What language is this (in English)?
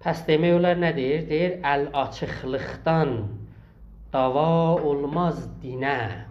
South Azerbaijani